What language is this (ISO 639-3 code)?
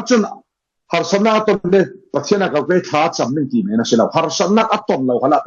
cfm